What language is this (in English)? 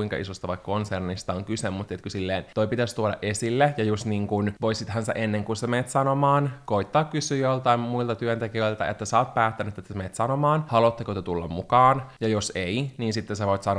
Finnish